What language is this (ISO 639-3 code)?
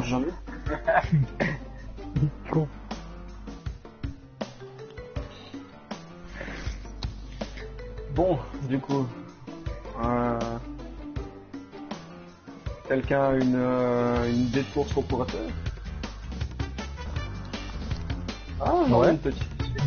fra